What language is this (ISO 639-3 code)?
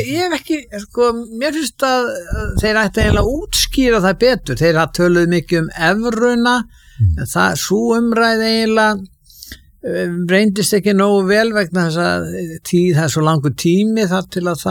isl